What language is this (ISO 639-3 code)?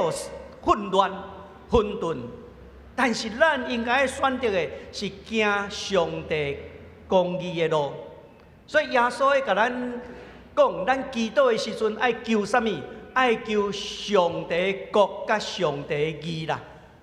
nan